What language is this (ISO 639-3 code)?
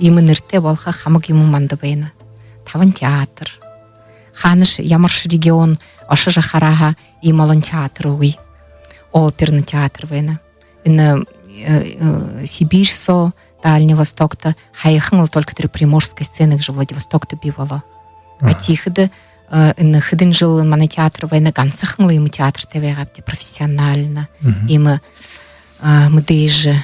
bua